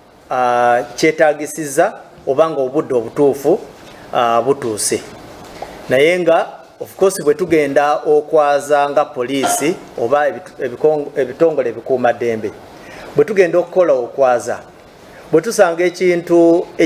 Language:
Ganda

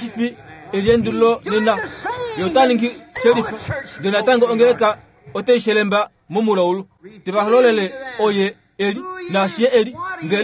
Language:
Kuanyama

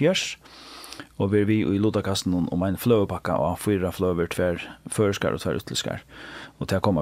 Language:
Faroese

